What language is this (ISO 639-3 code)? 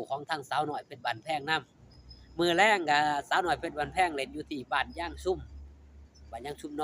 lao